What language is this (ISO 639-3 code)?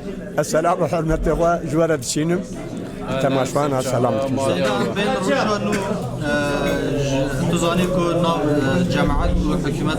kur